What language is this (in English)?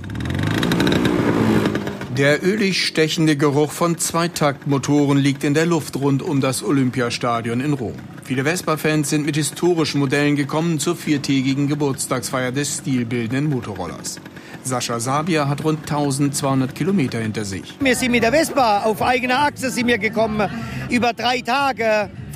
German